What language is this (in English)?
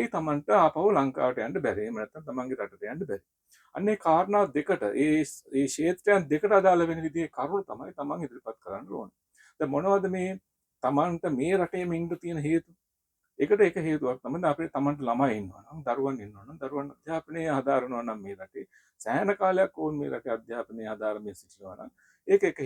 Sinhala